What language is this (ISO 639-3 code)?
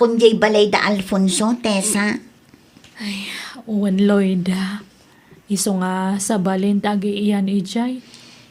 ilo